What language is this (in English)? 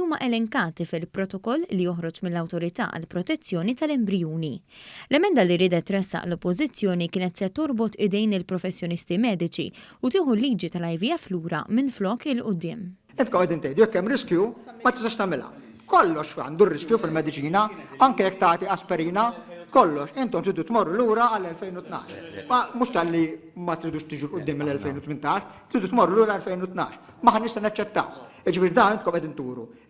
Maltese